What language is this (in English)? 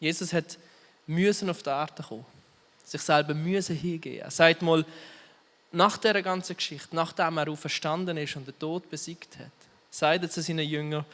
Swiss German